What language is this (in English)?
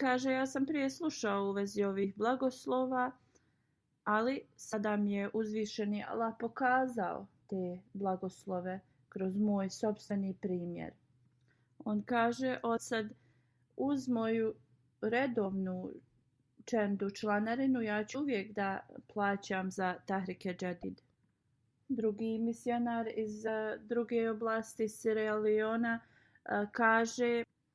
Bosnian